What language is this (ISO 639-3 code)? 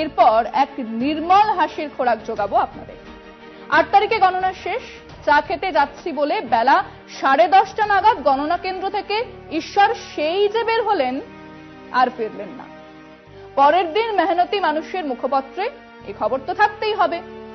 ben